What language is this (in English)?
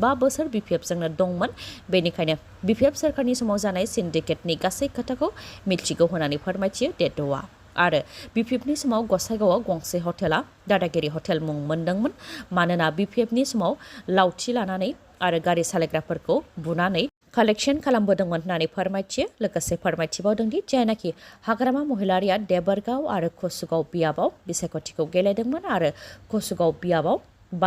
Bodo